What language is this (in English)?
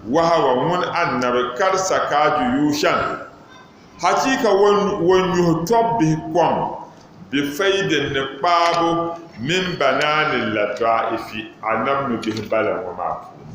Dagbani